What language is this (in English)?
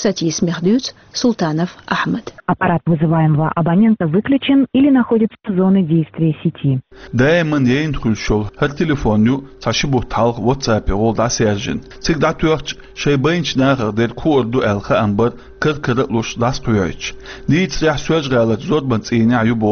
Chechen